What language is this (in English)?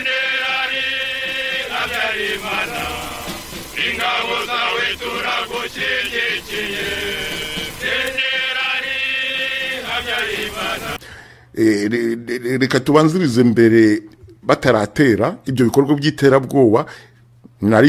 Kinyarwanda